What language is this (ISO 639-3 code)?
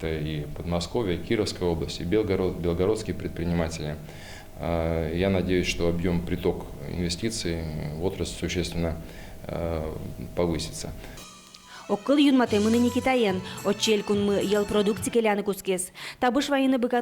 udm